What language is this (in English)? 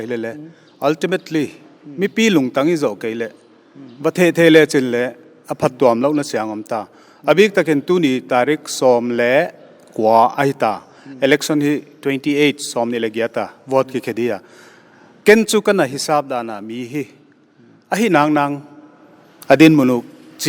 Paite Chin